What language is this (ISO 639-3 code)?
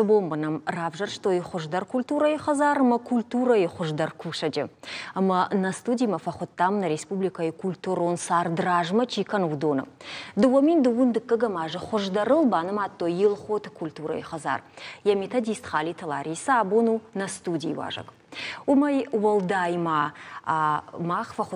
oss